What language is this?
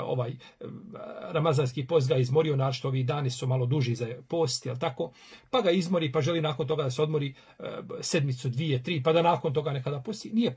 Bosnian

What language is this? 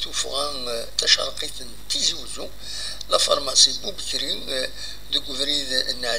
Kabyle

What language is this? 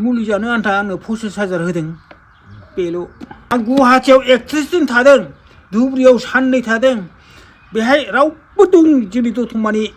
Bodo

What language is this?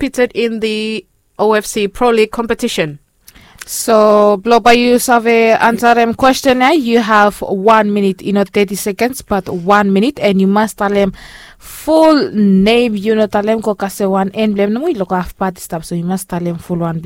Bislama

